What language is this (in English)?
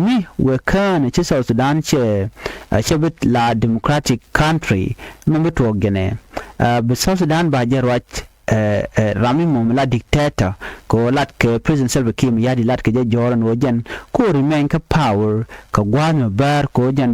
Nuer